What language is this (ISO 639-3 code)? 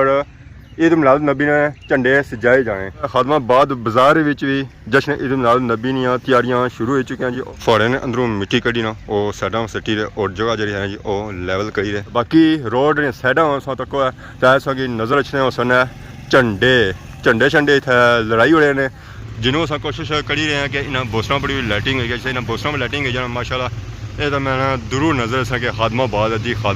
phr